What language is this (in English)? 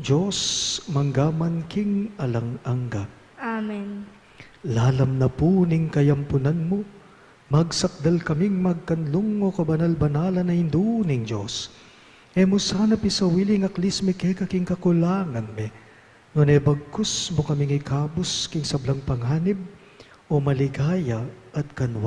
Pampanga